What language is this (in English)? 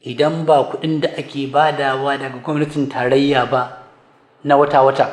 Hausa